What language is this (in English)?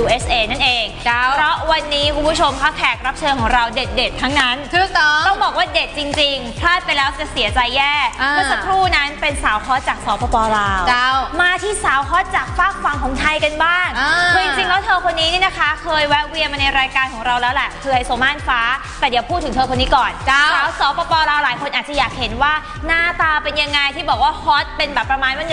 Lao